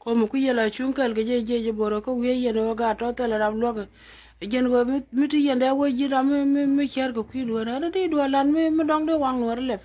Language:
Nuer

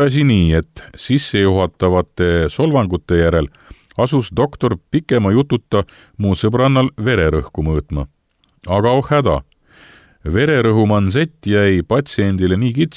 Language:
Estonian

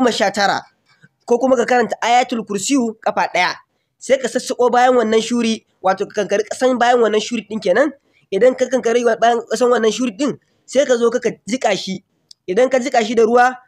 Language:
Hausa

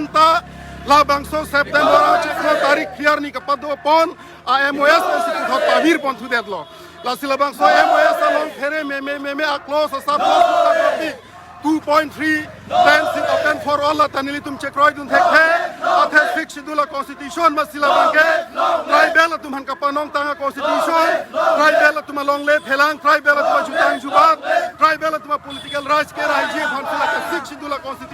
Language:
Karbi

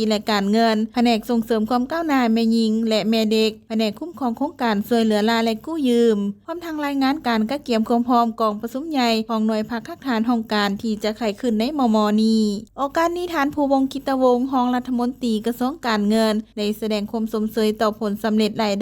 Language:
Lao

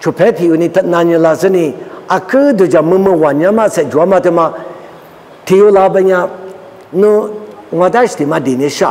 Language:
Lisu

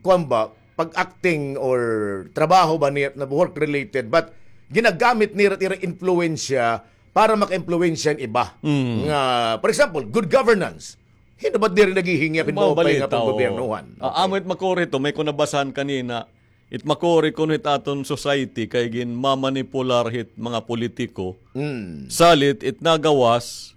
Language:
Waray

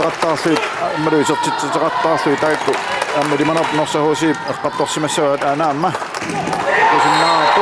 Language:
Kalaallisut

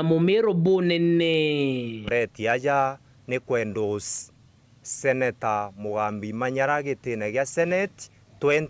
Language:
Meru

